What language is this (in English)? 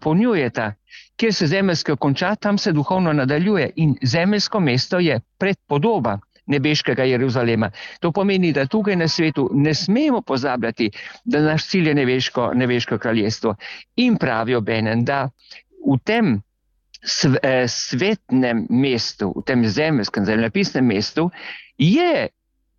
Slovenian